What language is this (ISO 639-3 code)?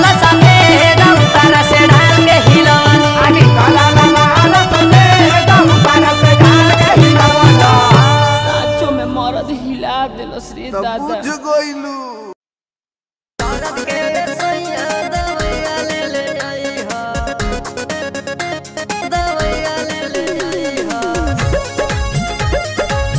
bho